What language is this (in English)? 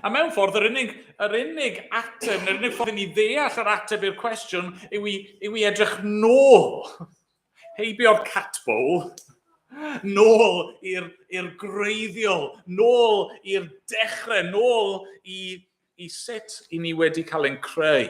Welsh